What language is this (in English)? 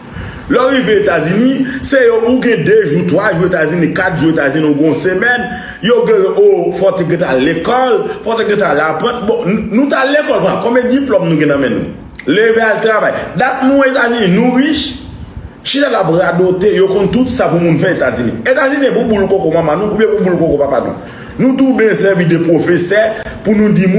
Haitian Creole